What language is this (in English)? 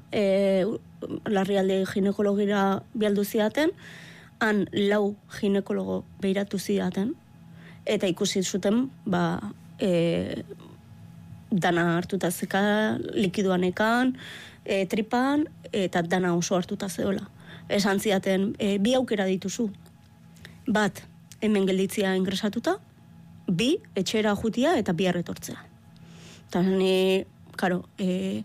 Basque